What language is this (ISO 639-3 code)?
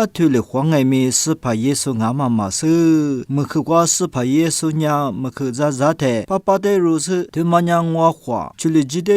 lis